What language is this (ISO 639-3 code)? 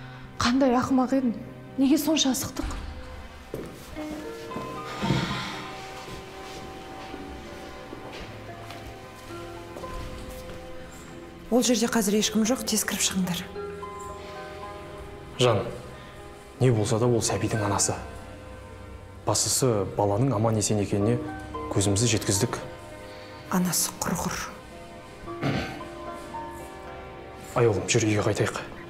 kaz